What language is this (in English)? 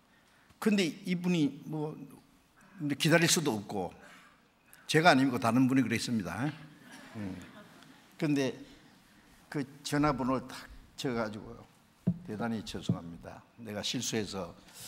Korean